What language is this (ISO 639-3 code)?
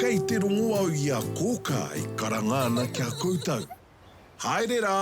mri